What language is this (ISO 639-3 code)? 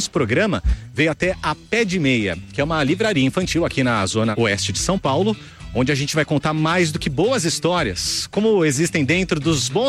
por